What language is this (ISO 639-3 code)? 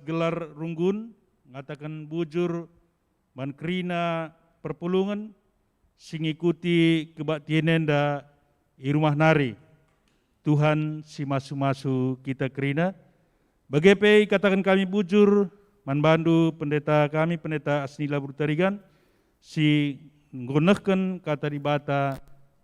btx